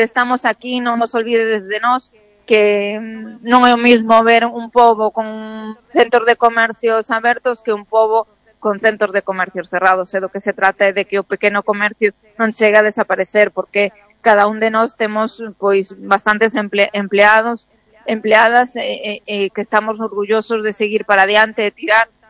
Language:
Galician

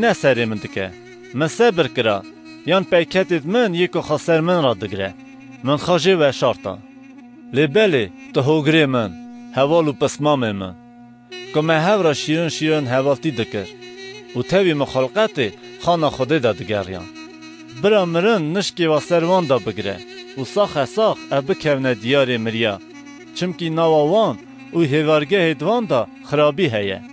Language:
Kurdish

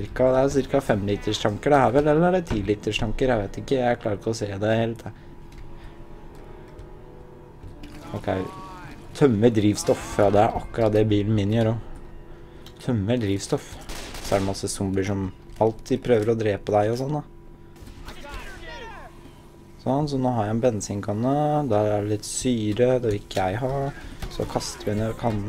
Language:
Norwegian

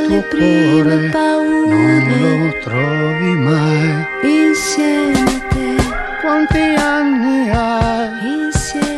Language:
Italian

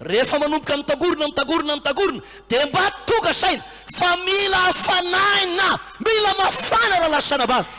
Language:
Malagasy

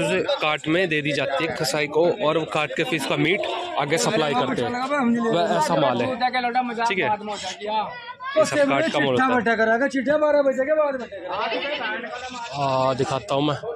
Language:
Hindi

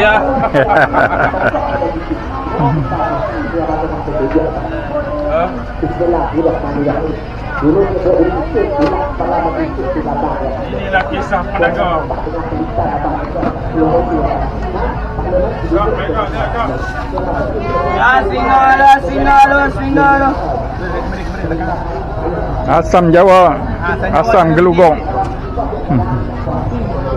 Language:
Malay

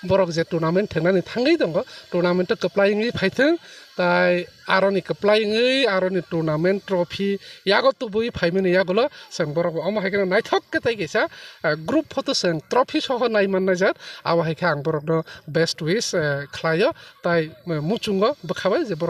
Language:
Kok Borok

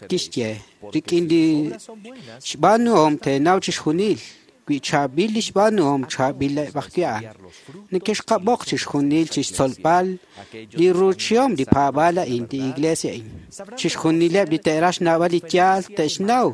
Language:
Kekchí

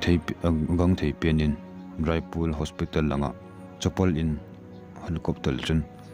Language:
Thado Chin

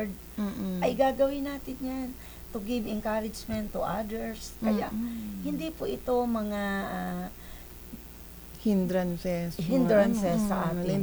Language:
Filipino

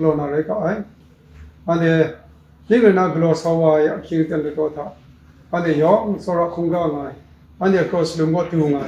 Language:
Kachin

